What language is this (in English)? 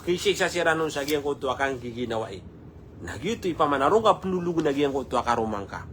Maranao